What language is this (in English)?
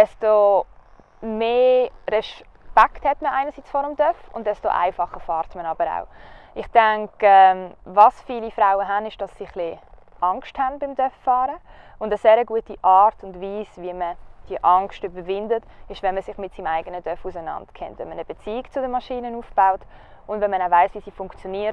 Swiss German